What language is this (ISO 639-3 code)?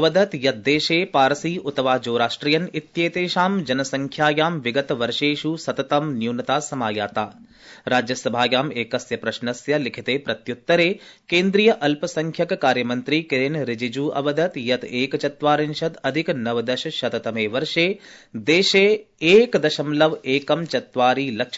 san